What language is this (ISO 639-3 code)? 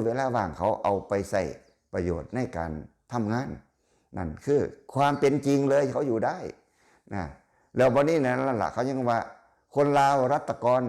lao